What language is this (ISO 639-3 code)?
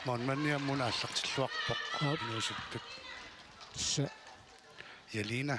kal